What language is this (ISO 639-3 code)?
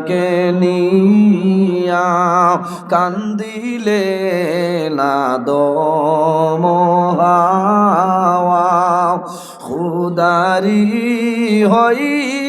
syl